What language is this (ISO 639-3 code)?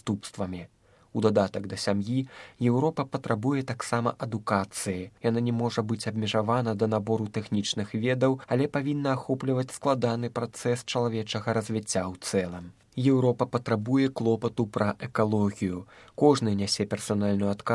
bel